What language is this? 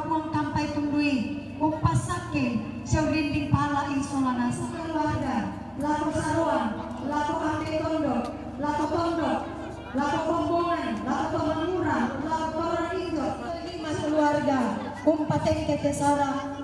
Toraja-Sa'dan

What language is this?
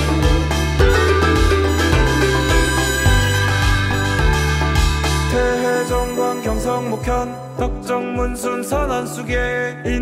Korean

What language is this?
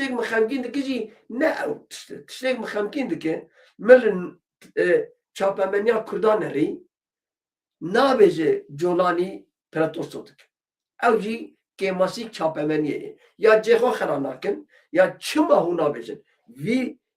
Kurdish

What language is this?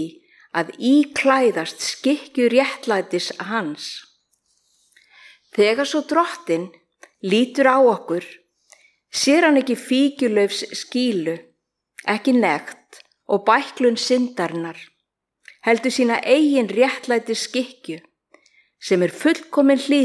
Icelandic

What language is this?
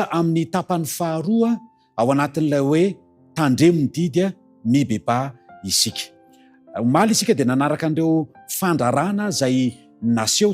Malagasy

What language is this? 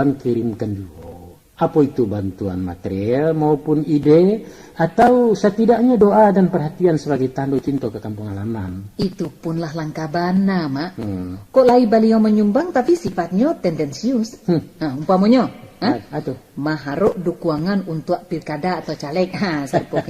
Minangkabau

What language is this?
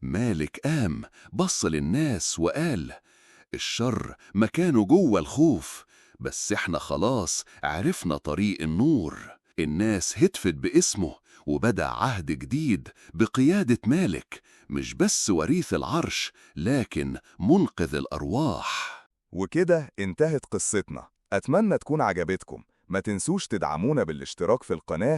Egyptian Arabic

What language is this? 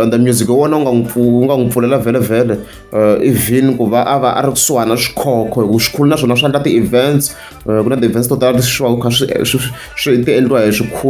Tsonga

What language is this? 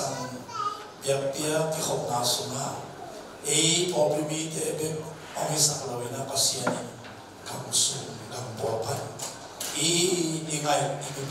Tedim Chin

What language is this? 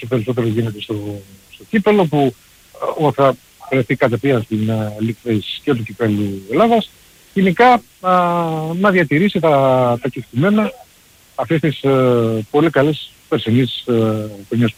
Greek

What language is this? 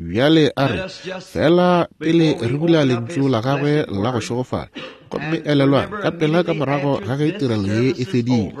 Northern Sotho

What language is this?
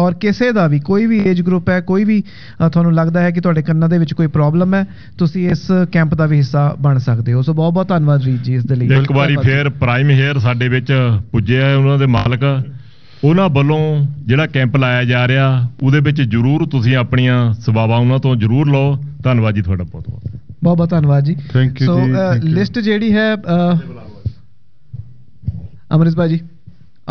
Punjabi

